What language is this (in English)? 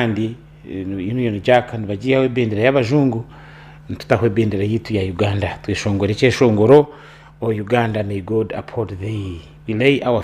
Nyankole